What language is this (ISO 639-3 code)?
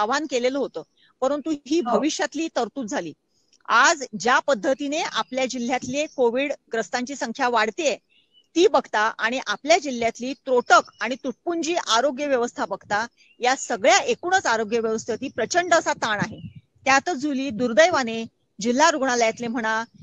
mar